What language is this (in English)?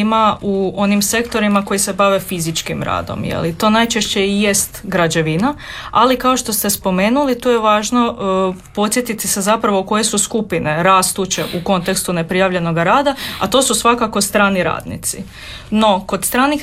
Croatian